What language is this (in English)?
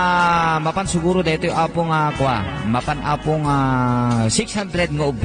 Iloko